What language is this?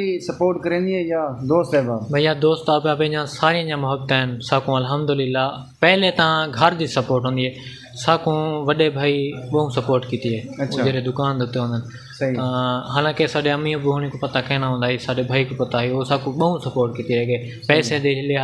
Saraiki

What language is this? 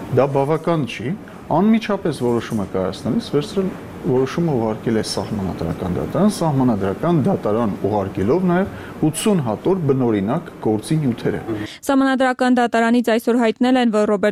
Armenian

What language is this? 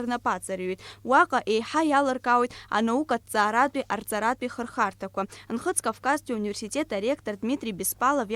Abkhazian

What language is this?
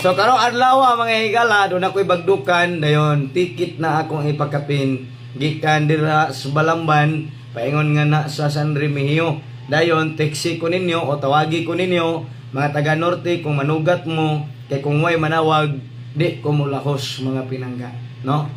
Cebuano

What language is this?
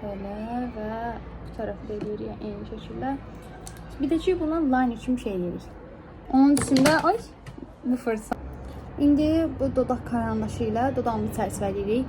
Azerbaijani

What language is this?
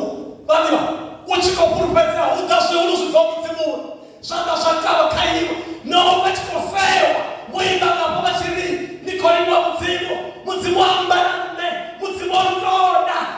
Venda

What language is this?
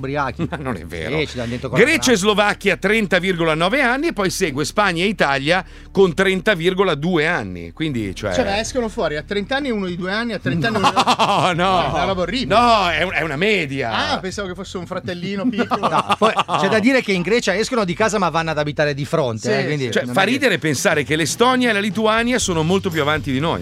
Italian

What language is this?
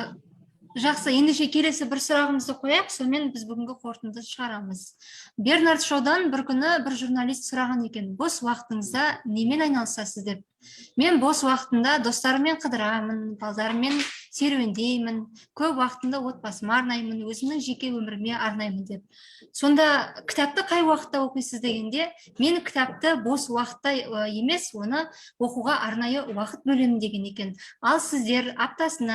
Kazakh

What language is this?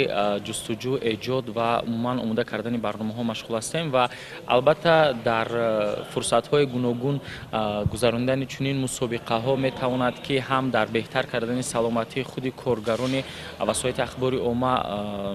Tajik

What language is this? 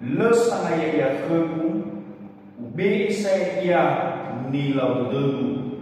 Nias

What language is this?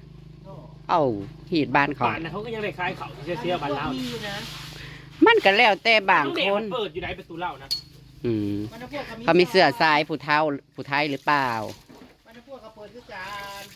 Northeastern Thai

